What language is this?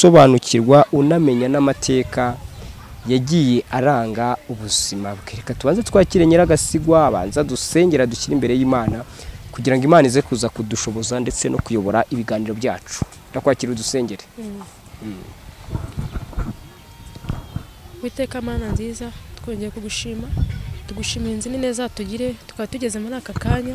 Kinyarwanda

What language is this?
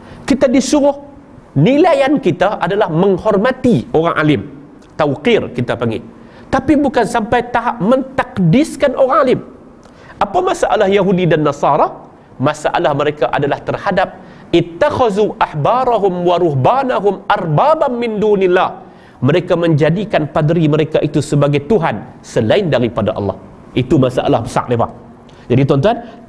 Malay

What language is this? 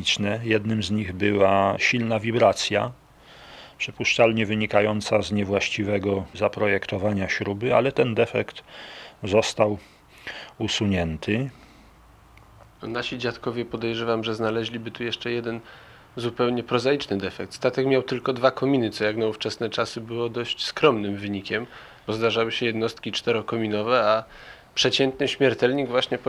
Polish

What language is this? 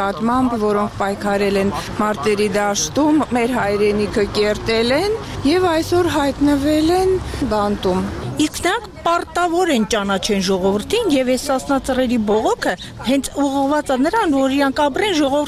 Armenian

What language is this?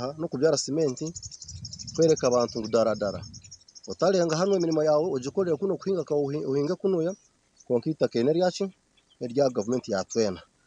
Nyankole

